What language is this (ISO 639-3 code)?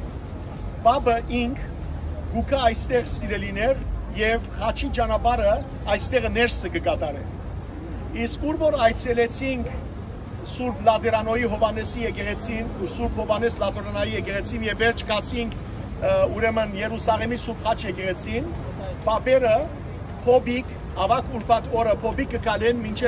hyw